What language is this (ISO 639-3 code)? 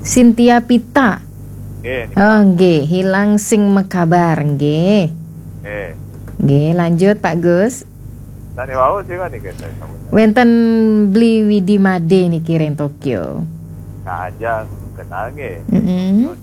ban